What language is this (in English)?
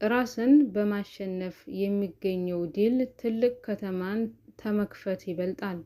Amharic